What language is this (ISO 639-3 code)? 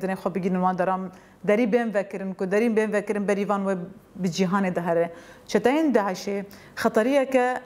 kur